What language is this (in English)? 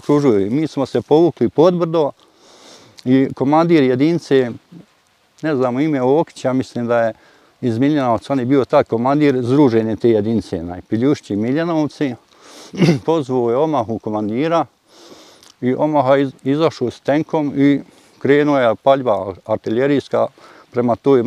Bosnian